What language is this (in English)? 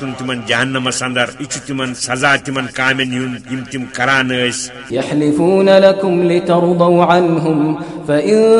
Kashmiri